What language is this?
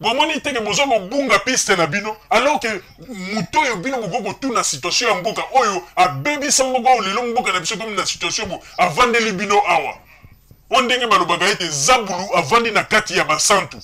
Lingala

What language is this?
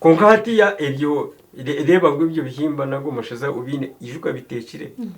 Nyankole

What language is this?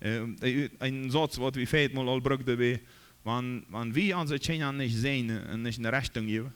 Plautdietsch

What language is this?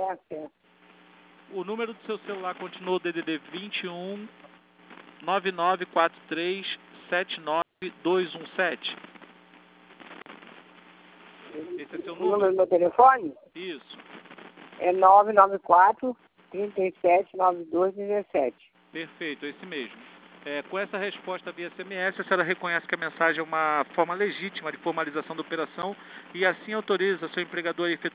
Portuguese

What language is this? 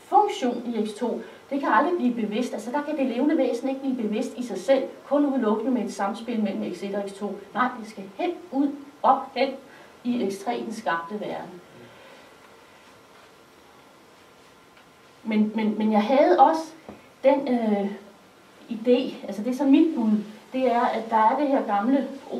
Danish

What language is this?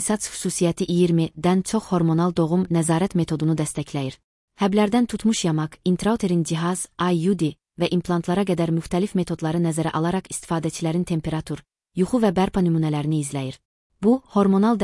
Azerbaijani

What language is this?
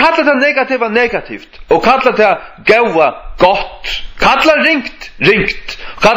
Faroese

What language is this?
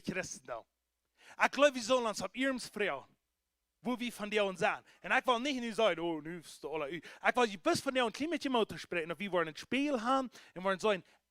Plautdietsch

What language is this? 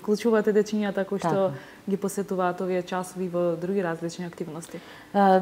Macedonian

